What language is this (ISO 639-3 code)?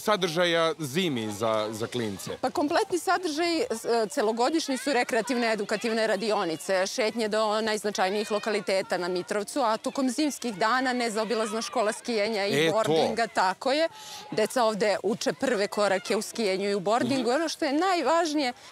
srp